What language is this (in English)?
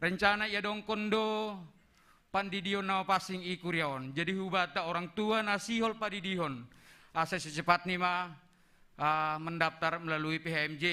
Batak Simalungun